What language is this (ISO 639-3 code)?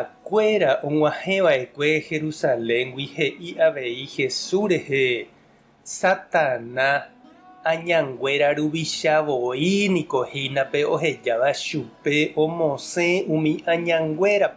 grn